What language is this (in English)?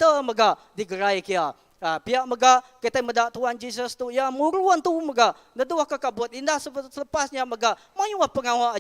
Iban